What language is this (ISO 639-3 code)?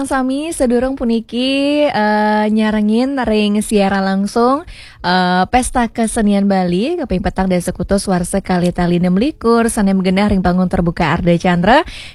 ban